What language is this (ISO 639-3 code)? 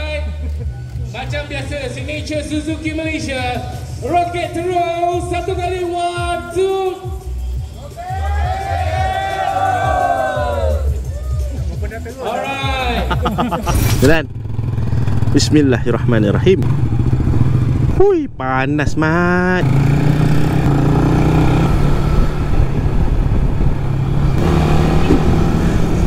msa